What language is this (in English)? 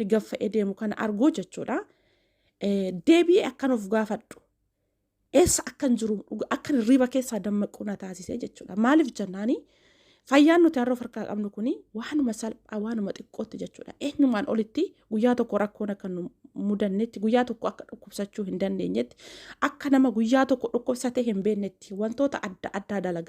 Oromo